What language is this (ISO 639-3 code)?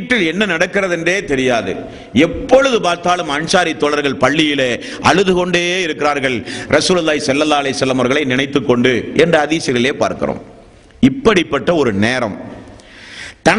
tam